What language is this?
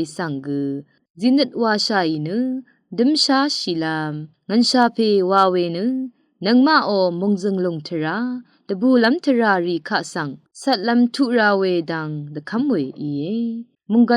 Rawang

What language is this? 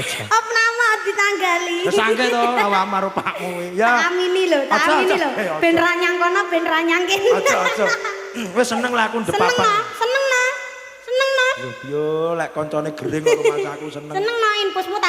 Javanese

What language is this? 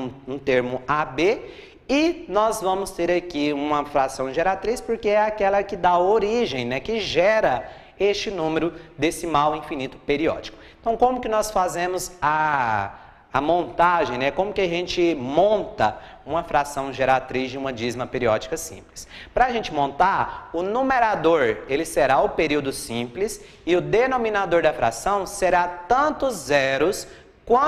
Portuguese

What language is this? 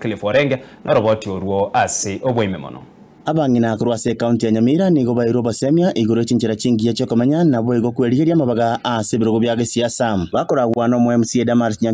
Gusii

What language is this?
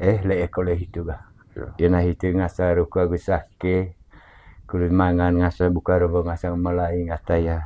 Manggarai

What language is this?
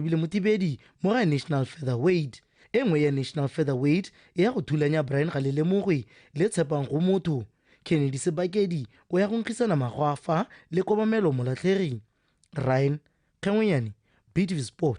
Tswana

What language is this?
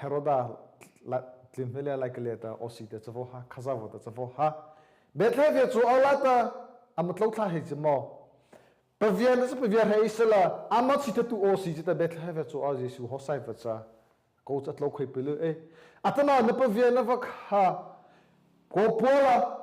Mara Chin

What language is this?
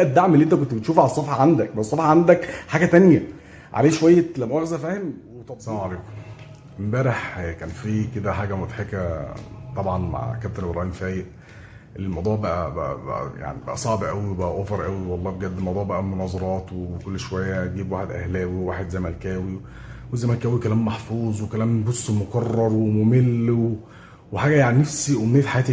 Egyptian Arabic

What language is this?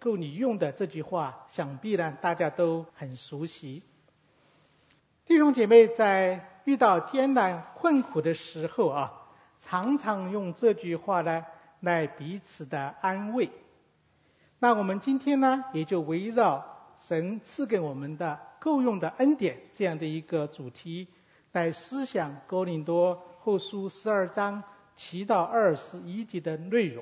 Chinese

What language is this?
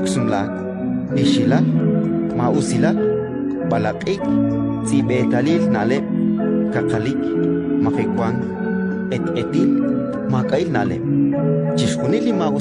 Kekchí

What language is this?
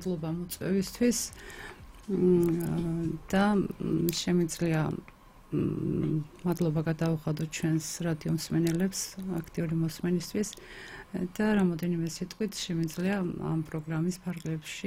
Georgian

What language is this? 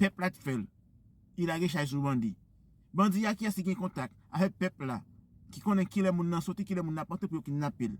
Haitian Creole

